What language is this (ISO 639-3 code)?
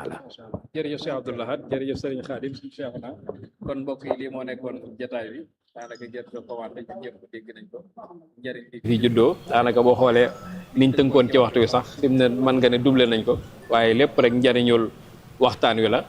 wol